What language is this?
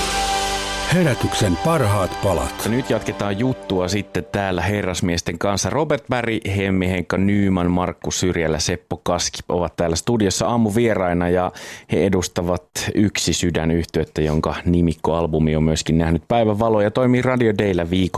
Finnish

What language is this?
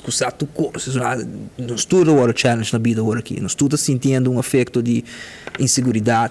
Papiamento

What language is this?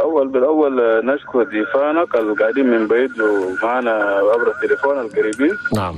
Chadian Arabic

